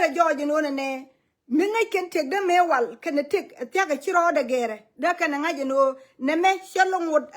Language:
Nuer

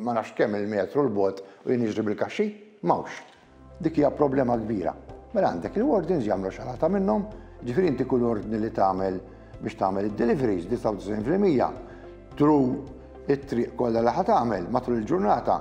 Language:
Maltese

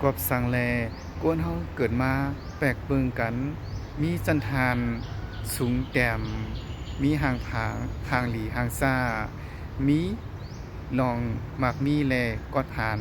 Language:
Shan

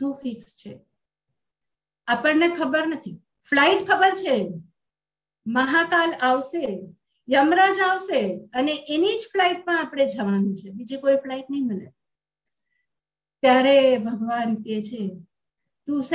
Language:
Gujarati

